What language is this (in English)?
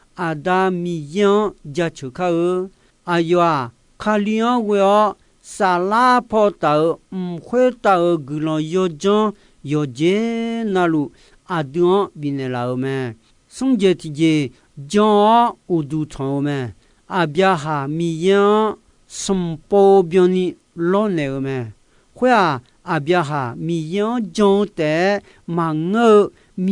Akha